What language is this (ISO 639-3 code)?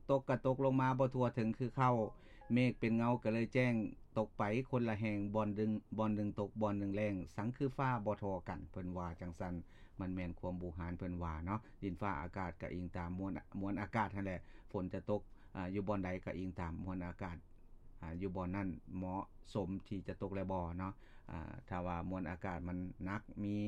lao